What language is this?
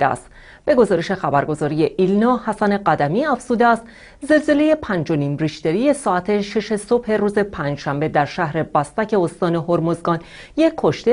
Persian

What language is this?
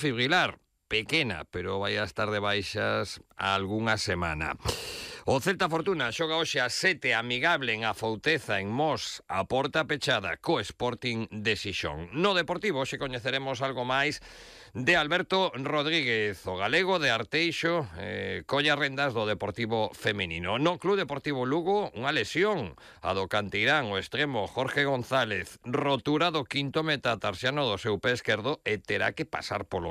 Galician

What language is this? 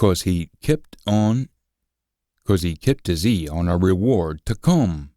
Scots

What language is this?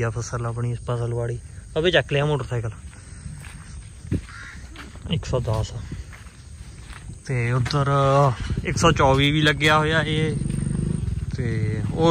Punjabi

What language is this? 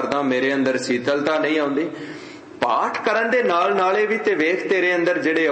Punjabi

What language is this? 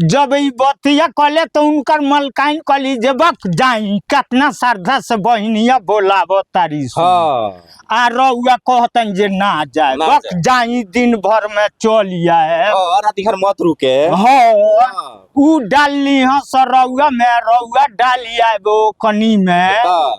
Bhojpuri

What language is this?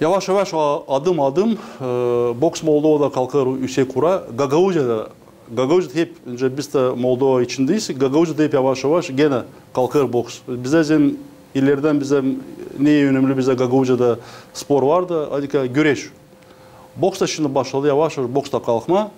Gagauz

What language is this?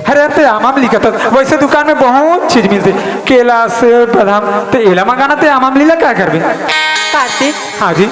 Chhattisgarhi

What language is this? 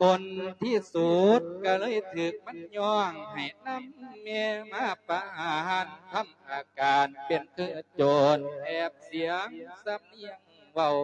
Lao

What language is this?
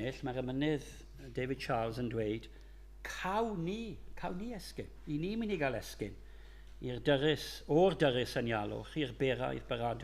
Welsh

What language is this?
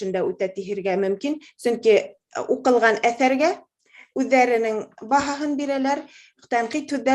Bashkir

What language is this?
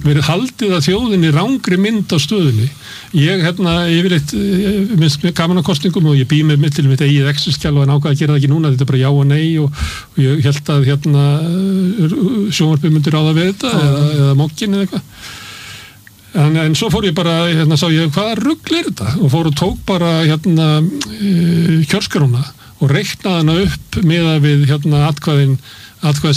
Icelandic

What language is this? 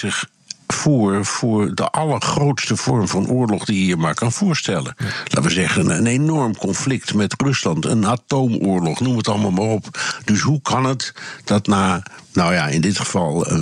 Dutch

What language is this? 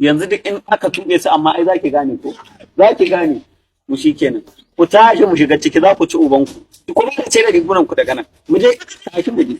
Hausa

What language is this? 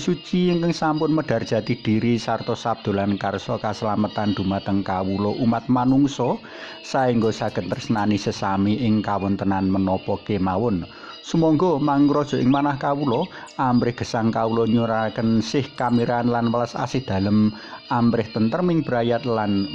Javanese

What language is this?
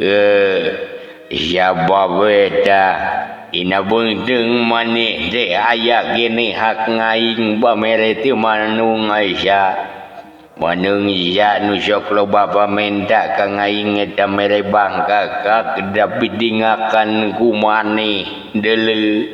Sundanese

